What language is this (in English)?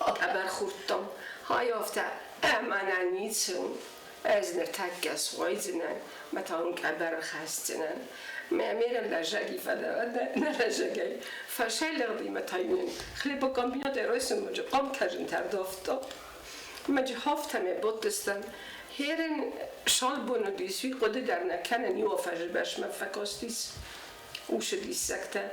Ossetic